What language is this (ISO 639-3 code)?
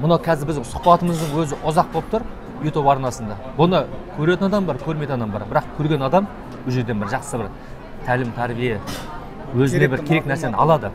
kaz